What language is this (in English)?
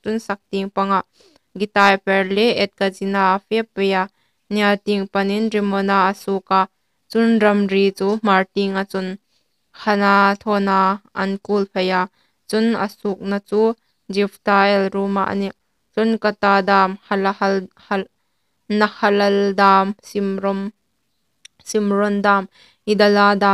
Hmar